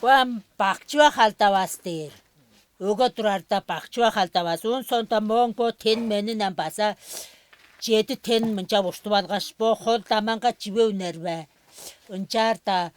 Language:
Tuvinian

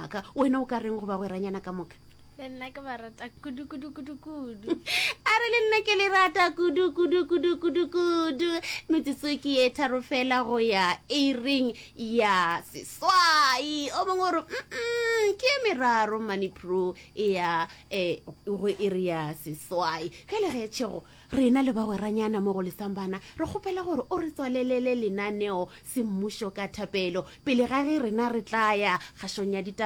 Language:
Northern Sotho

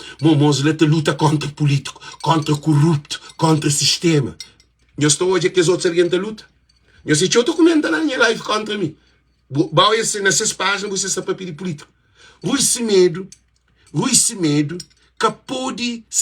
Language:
Kabuverdianu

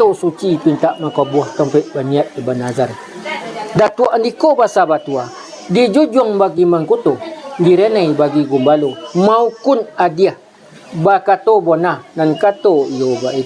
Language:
Minangkabau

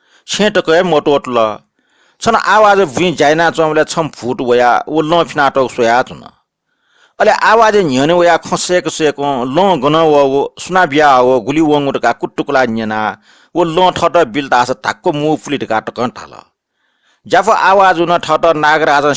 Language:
Newari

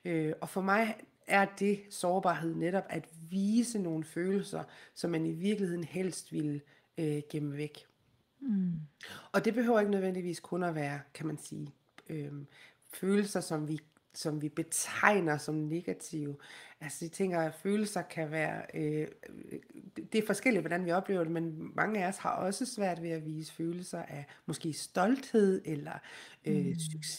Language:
Danish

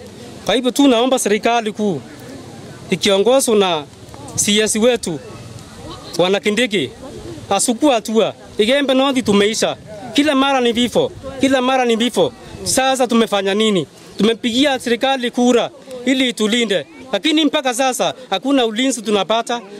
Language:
Swahili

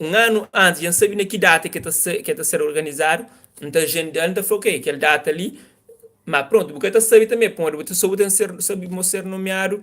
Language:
Kabuverdianu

